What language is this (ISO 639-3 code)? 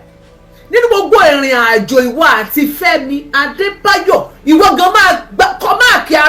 yor